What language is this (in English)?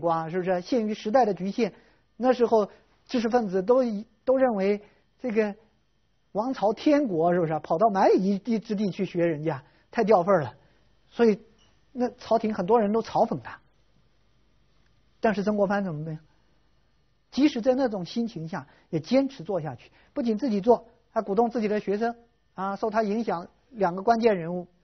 Chinese